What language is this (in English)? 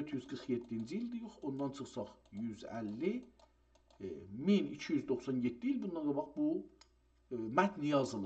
South Azerbaijani